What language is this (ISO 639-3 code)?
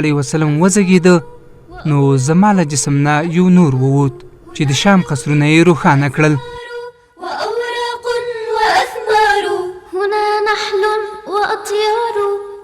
pus